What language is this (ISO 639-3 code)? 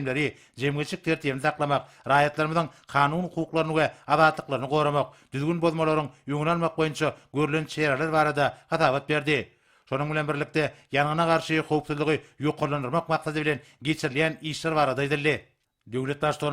tuk